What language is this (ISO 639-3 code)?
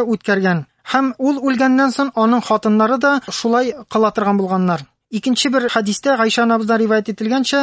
tat